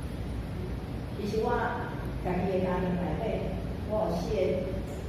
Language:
Min Nan Chinese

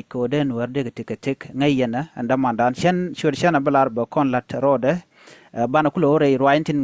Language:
Nuer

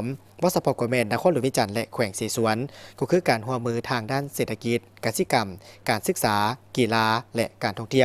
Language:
Lao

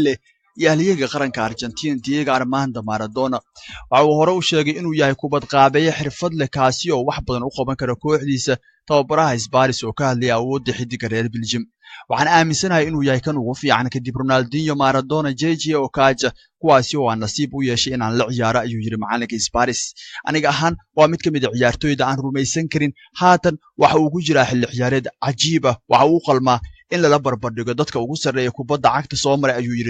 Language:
Somali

